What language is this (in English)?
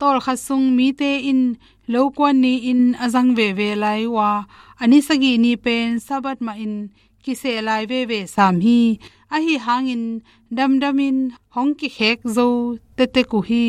Tedim Chin